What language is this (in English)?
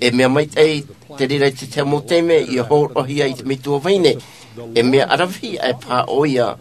Tahitian